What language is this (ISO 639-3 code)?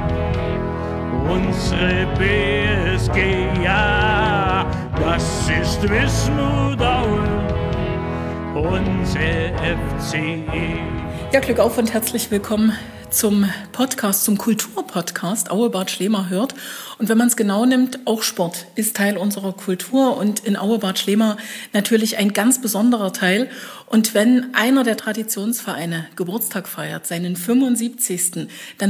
deu